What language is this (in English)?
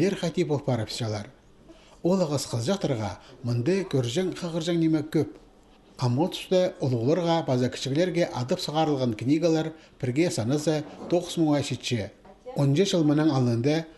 Khakas